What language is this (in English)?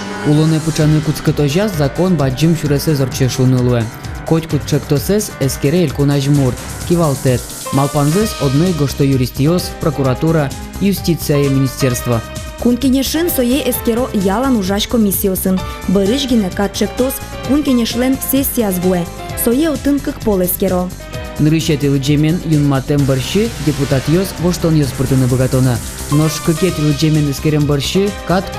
Udmurt